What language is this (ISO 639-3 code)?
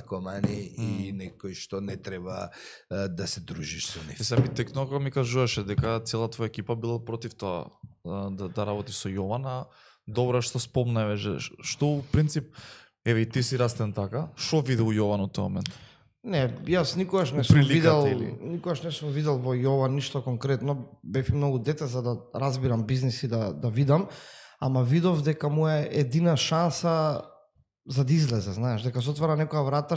mkd